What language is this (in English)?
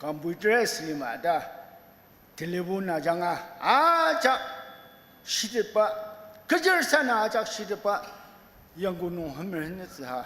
Ao Naga